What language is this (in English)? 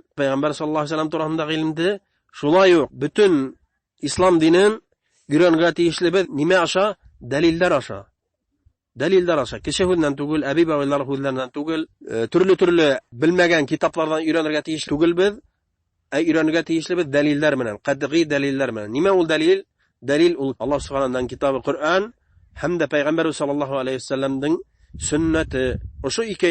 Bashkir